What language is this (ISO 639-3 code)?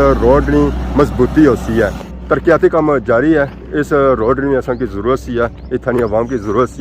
phr